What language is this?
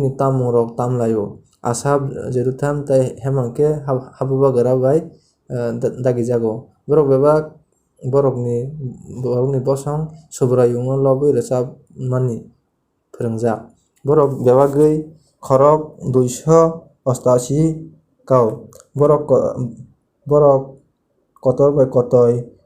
Kok Borok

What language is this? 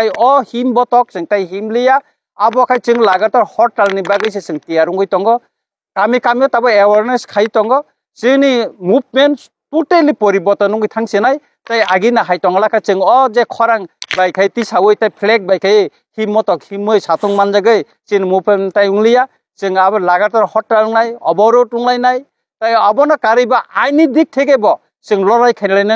Kok Borok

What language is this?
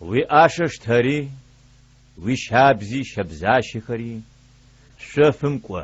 Adyghe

